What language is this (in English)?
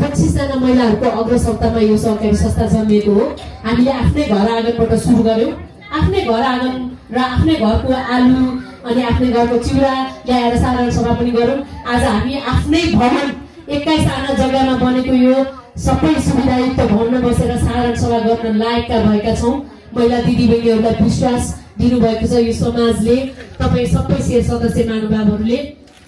Nepali